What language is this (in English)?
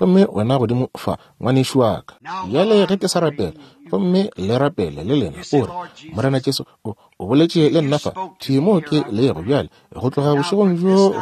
Northern Sotho